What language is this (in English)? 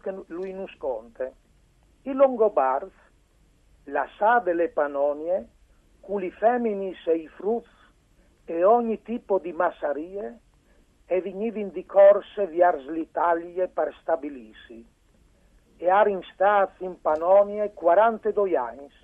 Friulian